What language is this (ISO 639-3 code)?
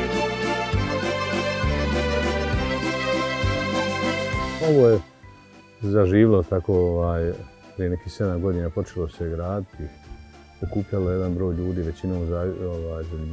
bos